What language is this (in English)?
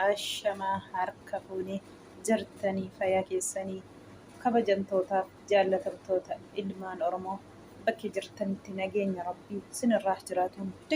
Oromo